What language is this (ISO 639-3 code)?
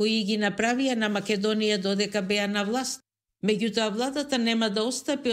mkd